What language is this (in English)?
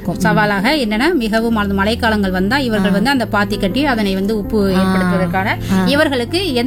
Tamil